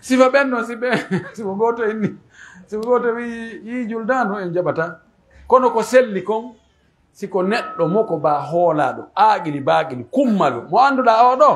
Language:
Pular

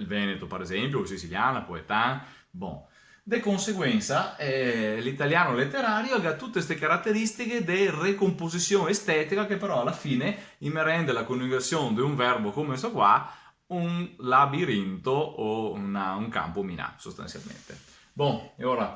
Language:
Venetian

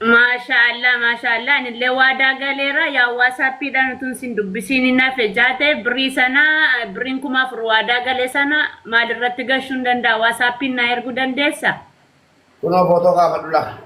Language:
Oromo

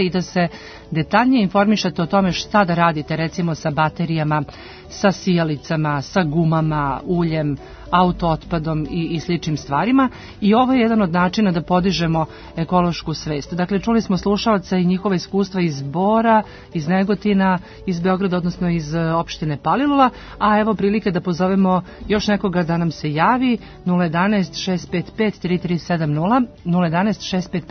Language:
Serbian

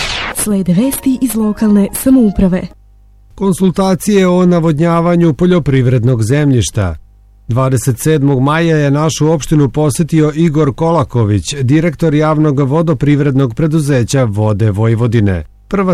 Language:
Serbian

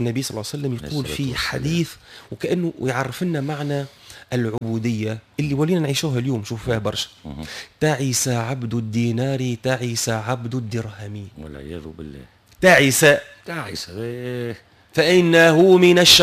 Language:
Tunisian Arabic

